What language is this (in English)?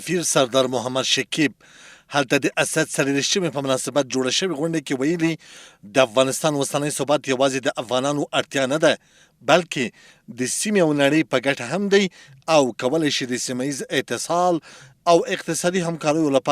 Pashto